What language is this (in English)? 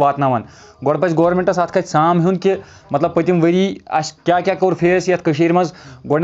Kashmiri